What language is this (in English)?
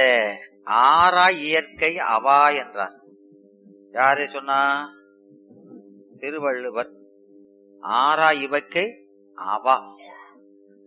Tamil